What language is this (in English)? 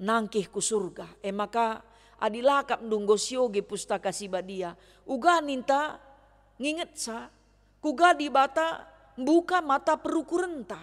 Batak Karo